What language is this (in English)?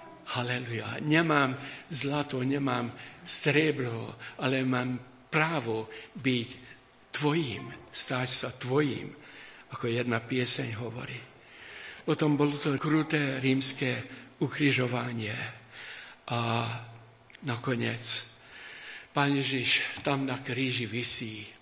Slovak